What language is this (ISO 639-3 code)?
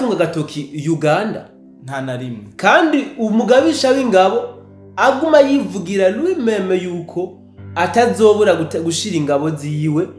run